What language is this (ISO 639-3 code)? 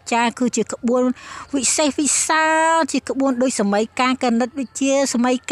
khm